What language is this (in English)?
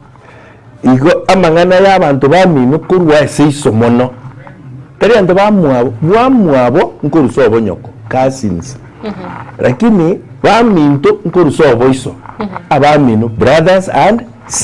Gusii